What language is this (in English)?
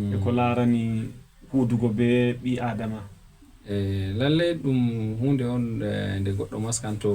Fula